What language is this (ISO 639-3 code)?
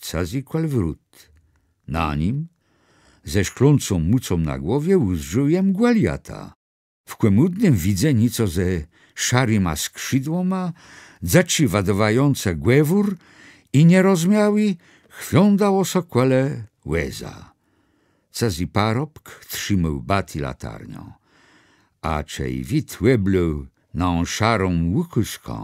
csb